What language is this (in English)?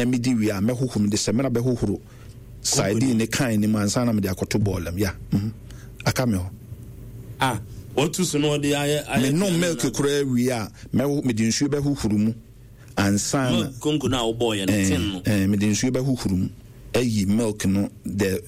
Akan